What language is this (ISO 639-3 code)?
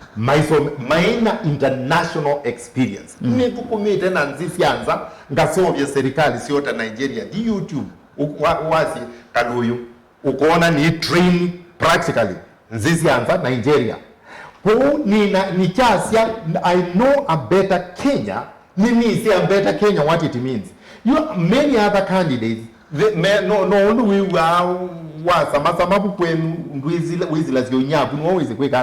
kam